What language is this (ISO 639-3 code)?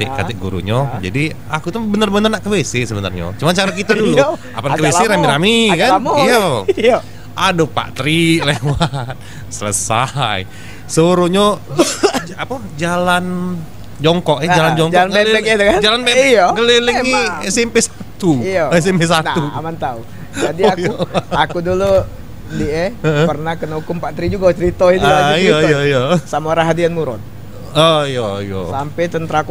mui